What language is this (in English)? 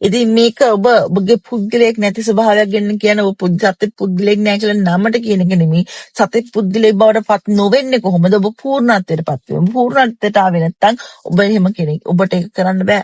Sinhala